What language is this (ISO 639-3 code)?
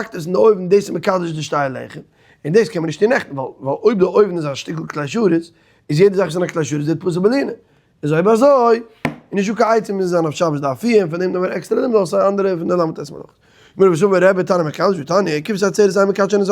yid